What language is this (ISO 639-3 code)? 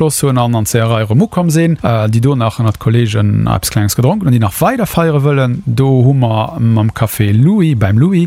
ltz